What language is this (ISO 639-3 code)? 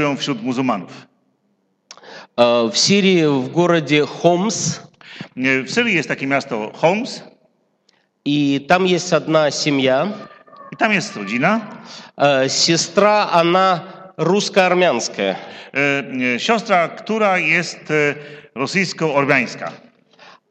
pol